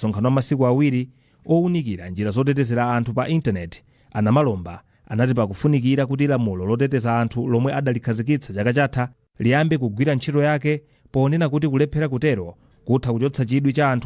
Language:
Nyanja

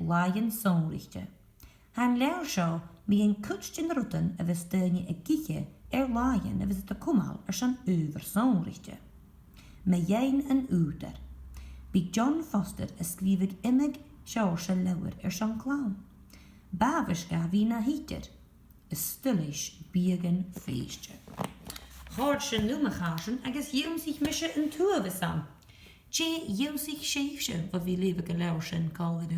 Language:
Scottish Gaelic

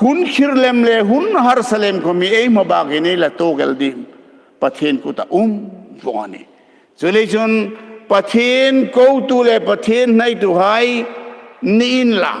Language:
Hmar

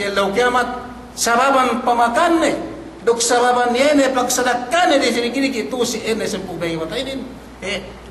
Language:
Yakan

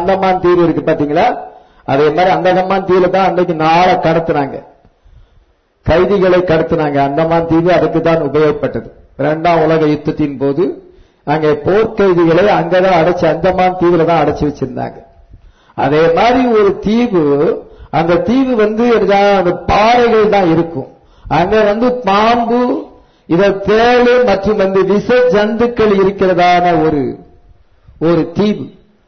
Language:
Tamil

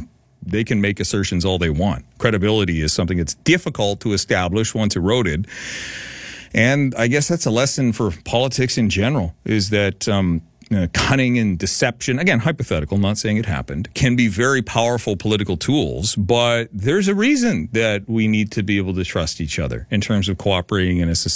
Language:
English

